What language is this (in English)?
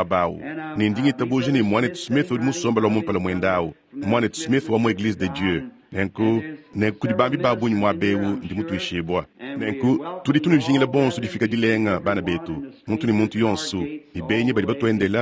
Luba-Lulua